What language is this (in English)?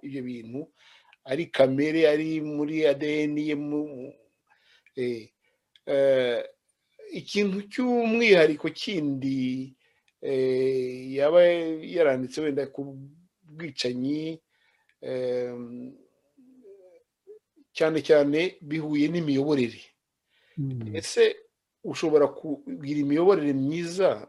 Kinyarwanda